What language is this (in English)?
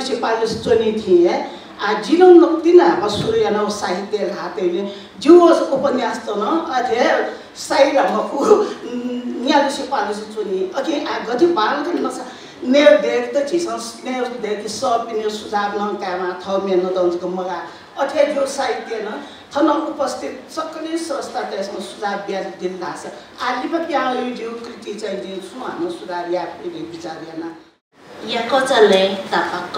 Newari